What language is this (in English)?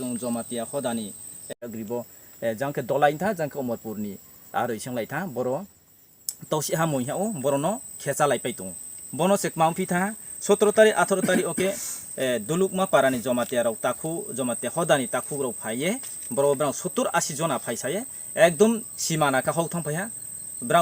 Riang (India)